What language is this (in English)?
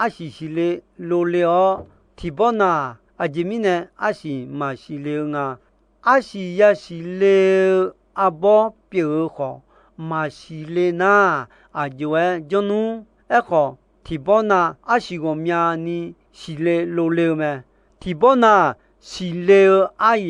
Akha